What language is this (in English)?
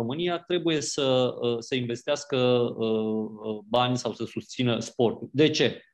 Romanian